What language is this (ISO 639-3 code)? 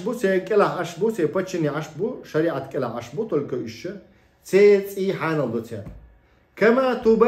che